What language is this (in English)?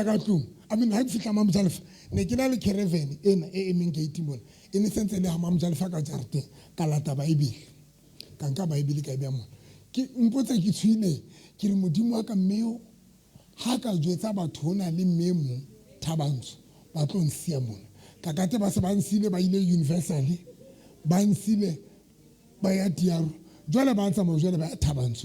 Southern Sotho